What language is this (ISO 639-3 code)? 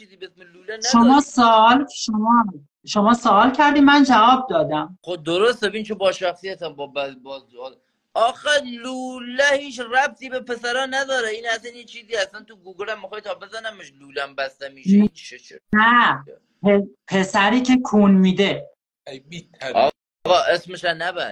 fas